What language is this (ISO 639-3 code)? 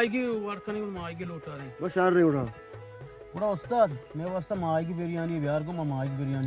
bal